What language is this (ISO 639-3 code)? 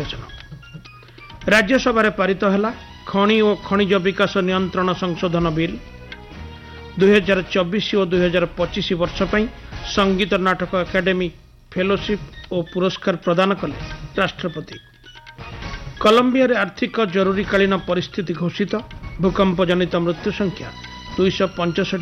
ori